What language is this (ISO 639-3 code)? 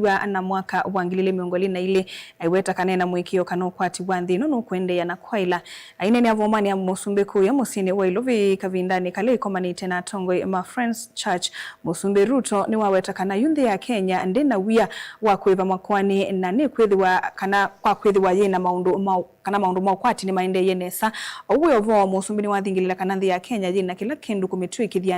kam